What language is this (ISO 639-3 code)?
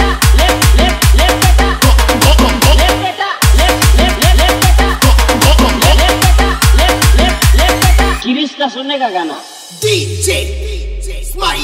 hin